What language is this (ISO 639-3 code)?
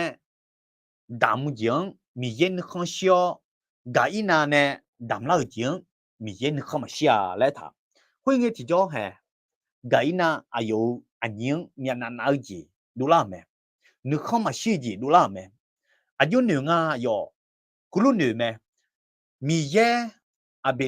ahk